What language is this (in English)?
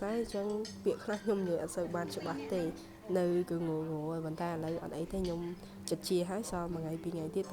Khmer